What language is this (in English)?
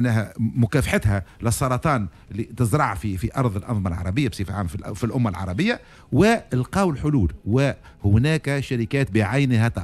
Tunisian Arabic